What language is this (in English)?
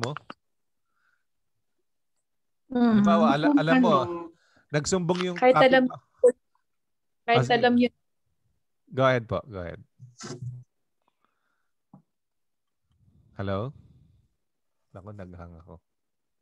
Filipino